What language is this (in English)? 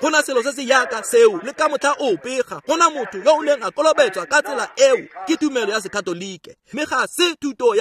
Tswana